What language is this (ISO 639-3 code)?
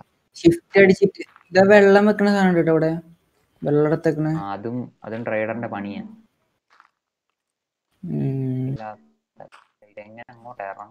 mal